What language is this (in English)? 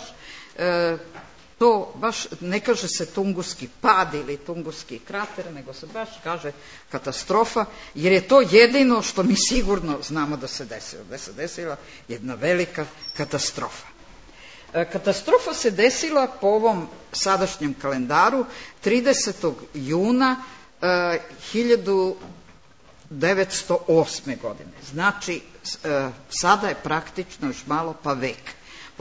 Serbian